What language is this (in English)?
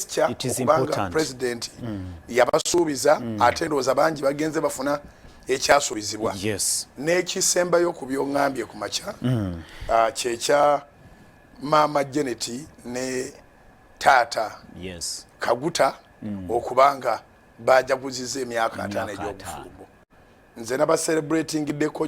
Ganda